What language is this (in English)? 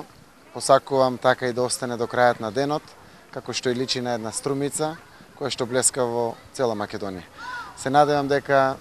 Macedonian